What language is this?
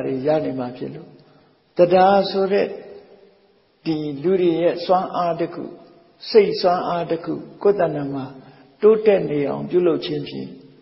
Burmese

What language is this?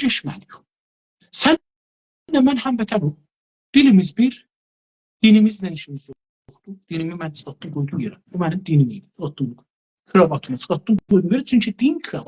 South Azerbaijani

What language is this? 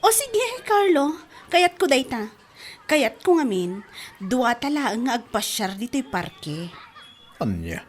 Iloko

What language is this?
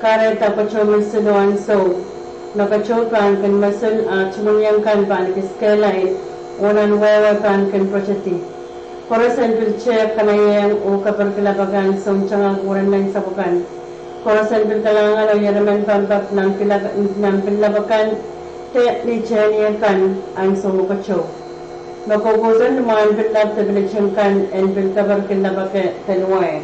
Pohnpeian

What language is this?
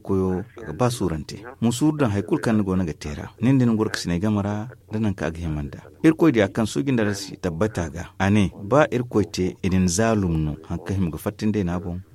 Zarma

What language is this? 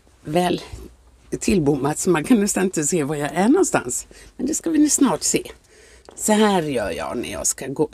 Swedish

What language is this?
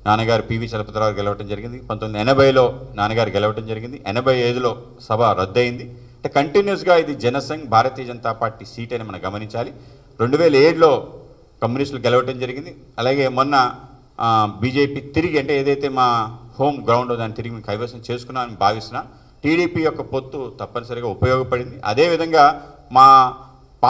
Telugu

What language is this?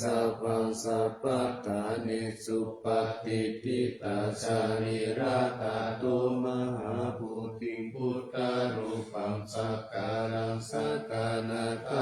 Pali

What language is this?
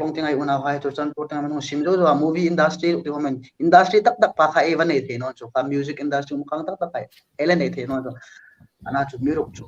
Hmar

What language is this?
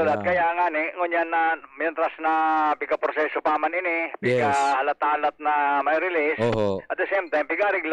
Bikol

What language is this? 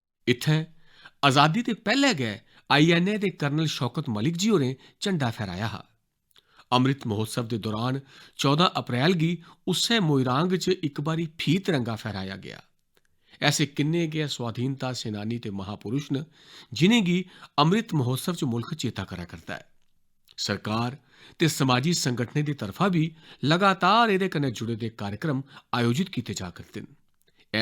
Dogri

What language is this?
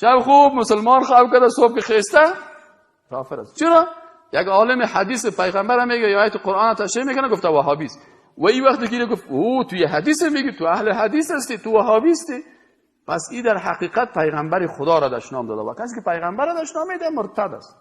Persian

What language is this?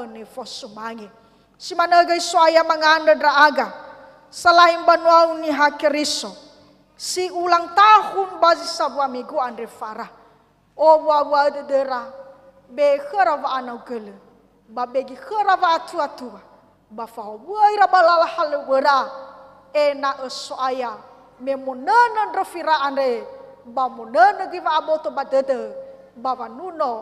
Nias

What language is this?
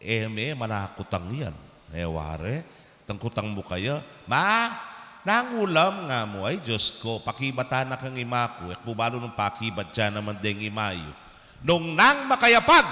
Pampanga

